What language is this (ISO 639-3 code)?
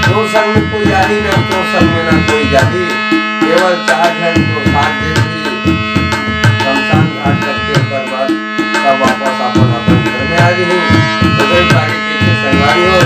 hne